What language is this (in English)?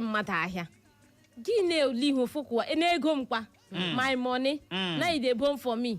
Igbo